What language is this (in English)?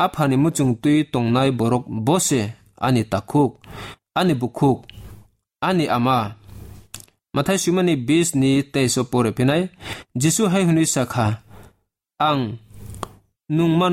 Kok Borok